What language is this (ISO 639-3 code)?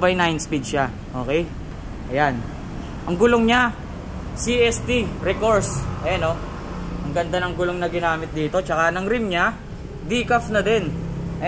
fil